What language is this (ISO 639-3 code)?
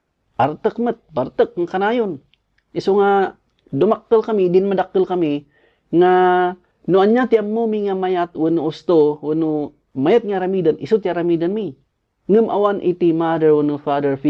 ilo